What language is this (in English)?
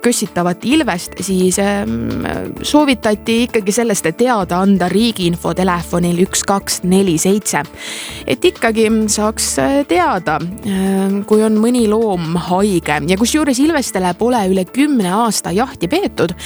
Estonian